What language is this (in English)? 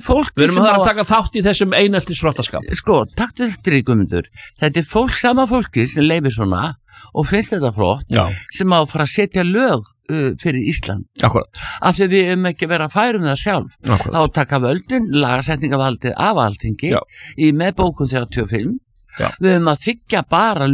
Icelandic